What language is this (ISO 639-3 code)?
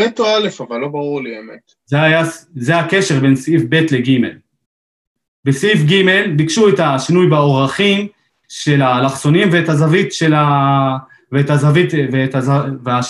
heb